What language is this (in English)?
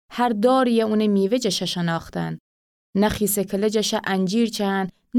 Gilaki